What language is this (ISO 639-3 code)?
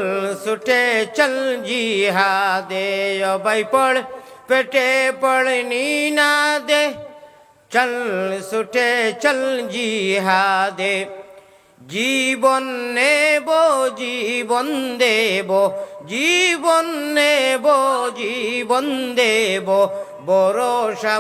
syl